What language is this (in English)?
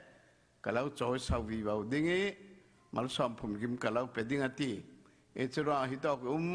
Falam Chin